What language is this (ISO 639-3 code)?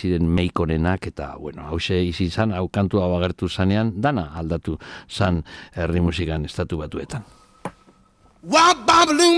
eus